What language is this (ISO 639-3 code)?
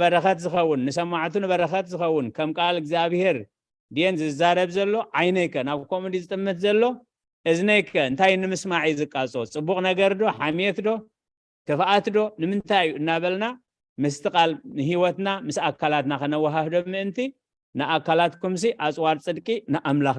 tir